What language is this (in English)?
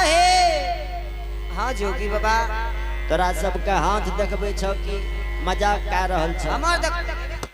Angika